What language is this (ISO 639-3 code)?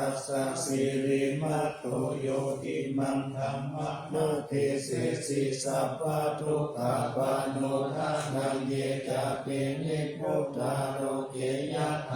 pli